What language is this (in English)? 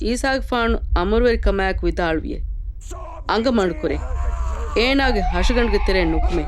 Divehi